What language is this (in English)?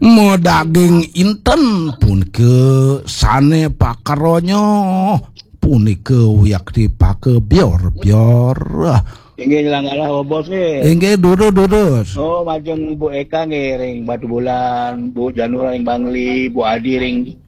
Balinese